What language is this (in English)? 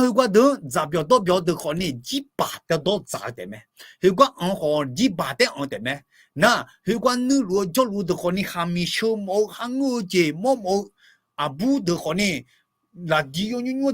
Akha